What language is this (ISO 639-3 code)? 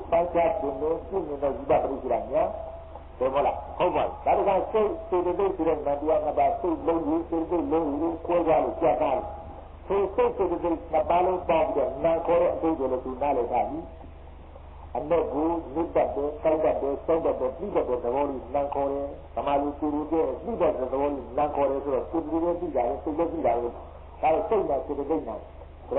mya